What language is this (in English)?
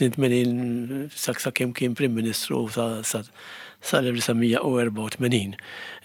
Maltese